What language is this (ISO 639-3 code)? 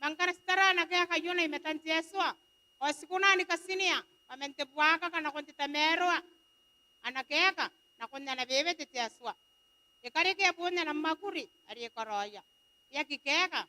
gil